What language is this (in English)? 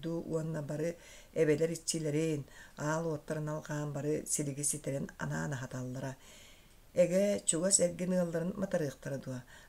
Yakut